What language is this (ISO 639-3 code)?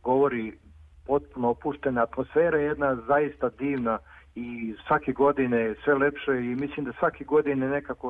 srp